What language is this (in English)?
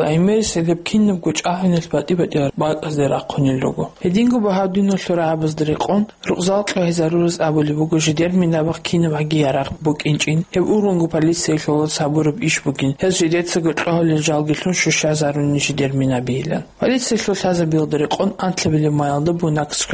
Avaric